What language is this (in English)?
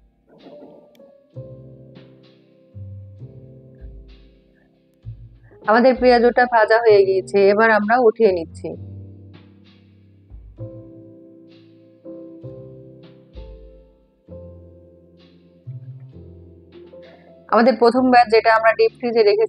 Bangla